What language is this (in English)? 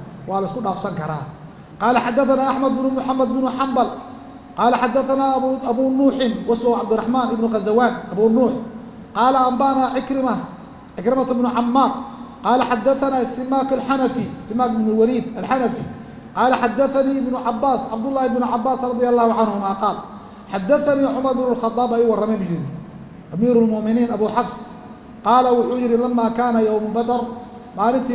Somali